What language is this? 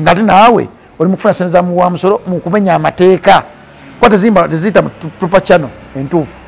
Ganda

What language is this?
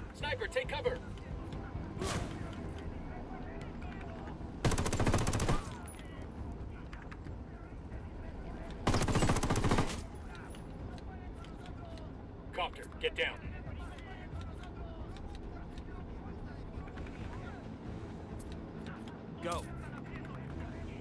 English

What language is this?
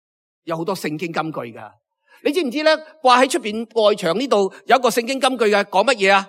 Cantonese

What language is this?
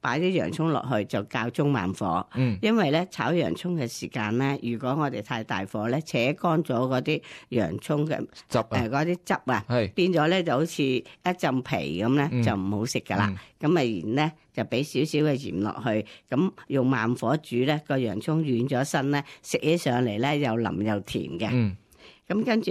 Cantonese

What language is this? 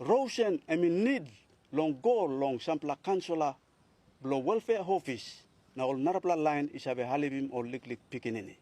Tok Pisin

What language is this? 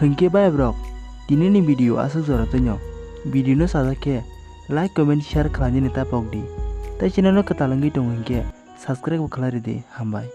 Kok Borok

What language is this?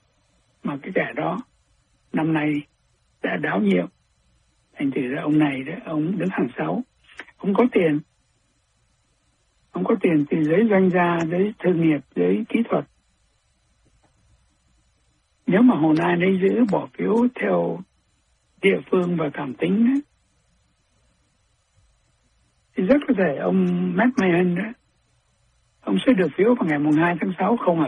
Vietnamese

